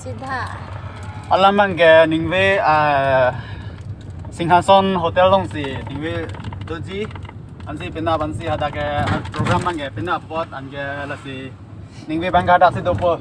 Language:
Karbi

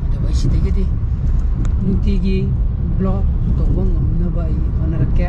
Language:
Manipuri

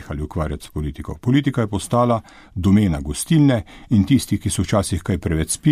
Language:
Slovenian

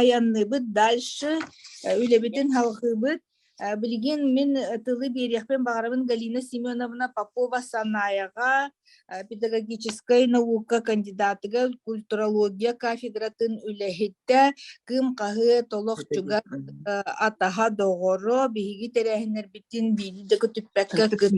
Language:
Yakut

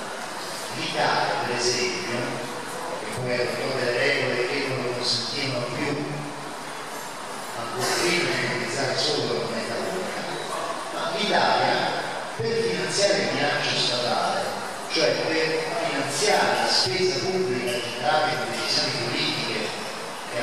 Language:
Italian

